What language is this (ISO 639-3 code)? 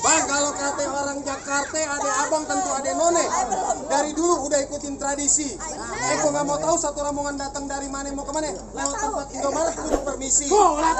bew